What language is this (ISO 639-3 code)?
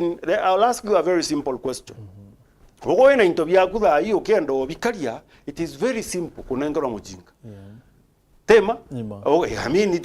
mer